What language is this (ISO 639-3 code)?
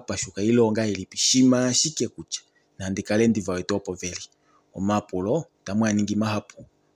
kua